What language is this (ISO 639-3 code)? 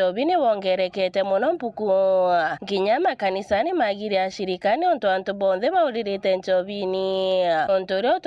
mer